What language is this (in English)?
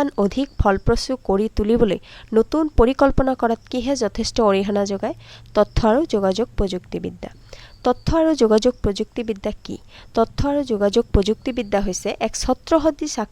Assamese